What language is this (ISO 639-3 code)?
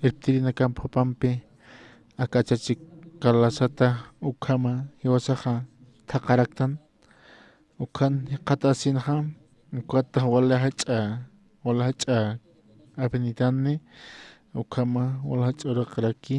aym